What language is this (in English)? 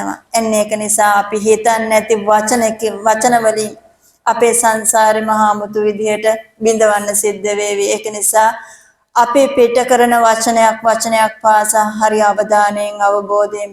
Sinhala